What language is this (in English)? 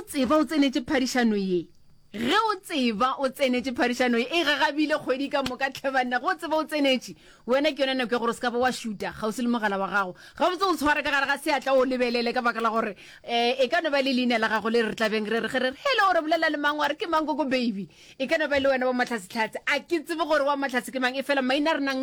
Northern Sotho